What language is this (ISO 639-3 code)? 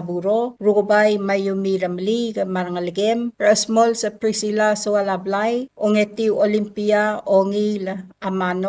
pau